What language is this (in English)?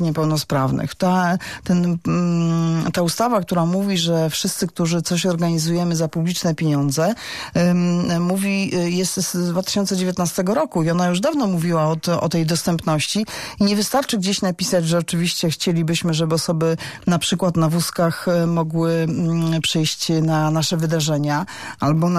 Polish